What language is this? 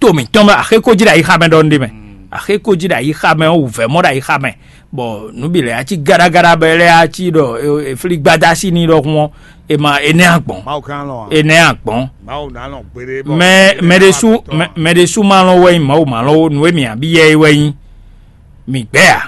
Fon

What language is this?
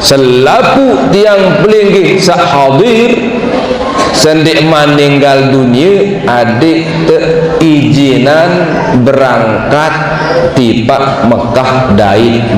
Sasak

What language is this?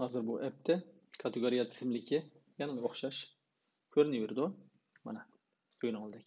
Uyghur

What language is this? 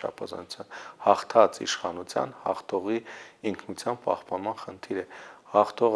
Armenian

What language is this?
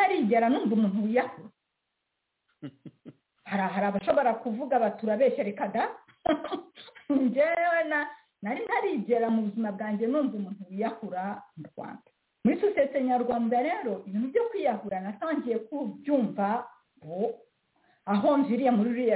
Kinyarwanda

